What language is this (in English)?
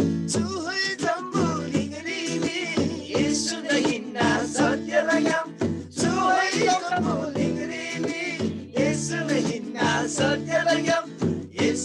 Eastern Tamang